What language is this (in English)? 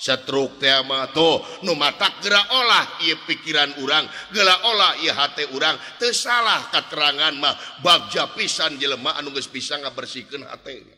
Sundanese